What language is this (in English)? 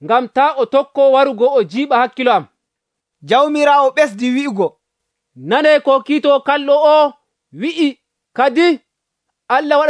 Nigerian Fulfulde